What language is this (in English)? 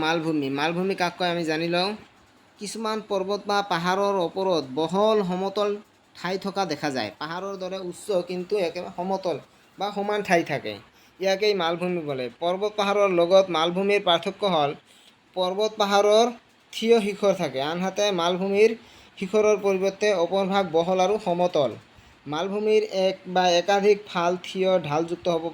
Assamese